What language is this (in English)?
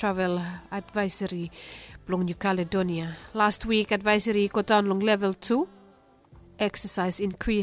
Bislama